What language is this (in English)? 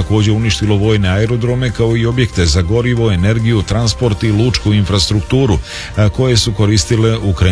Serbian